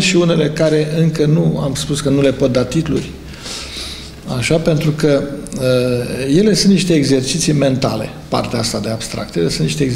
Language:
Romanian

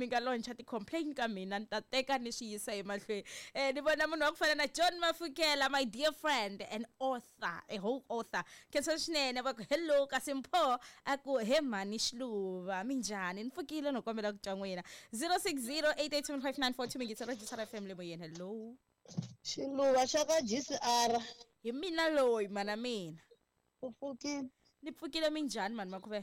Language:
Tsonga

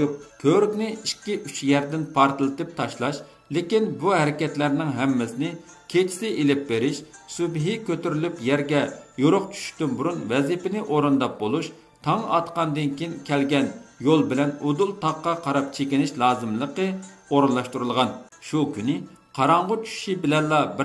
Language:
Uyghur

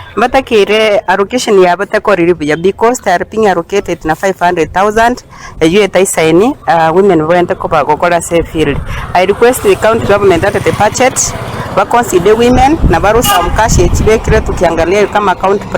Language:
Gusii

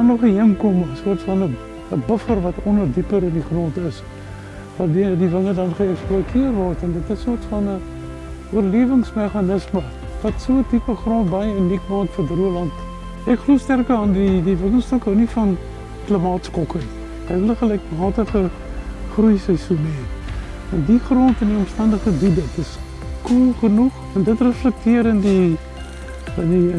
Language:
Afrikaans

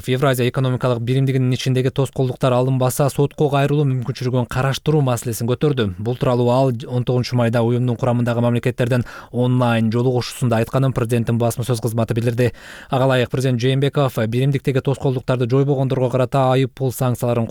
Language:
Kyrgyz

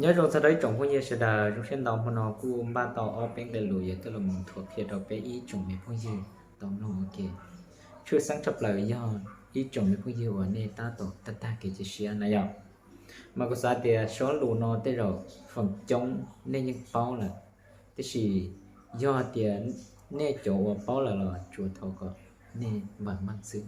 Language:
Hmong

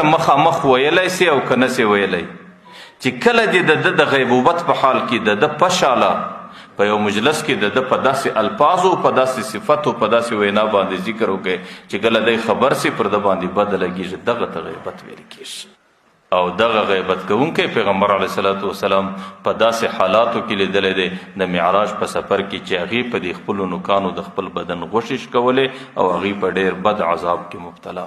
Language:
Pashto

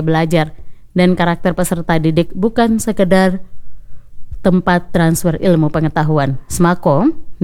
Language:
Indonesian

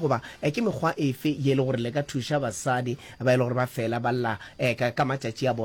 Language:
Northern Sotho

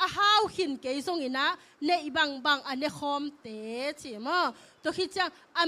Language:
Tedim Chin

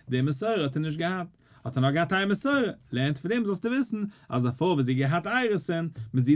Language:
Yiddish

